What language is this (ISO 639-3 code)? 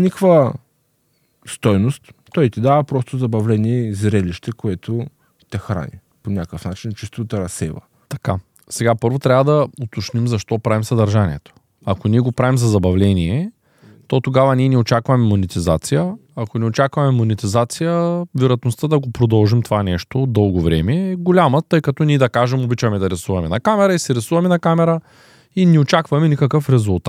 bul